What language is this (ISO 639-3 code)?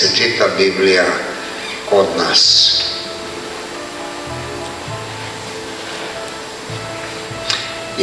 srp